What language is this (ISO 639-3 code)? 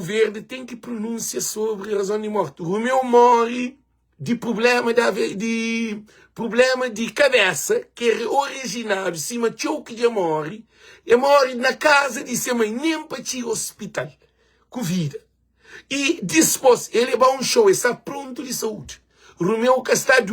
kea